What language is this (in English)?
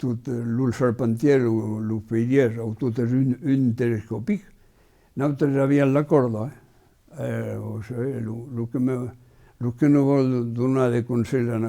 Occitan